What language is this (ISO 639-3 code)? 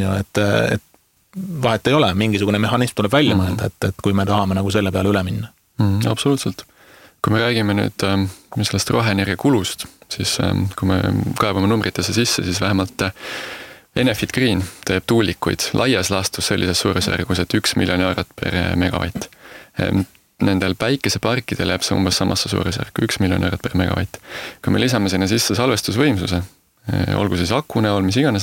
est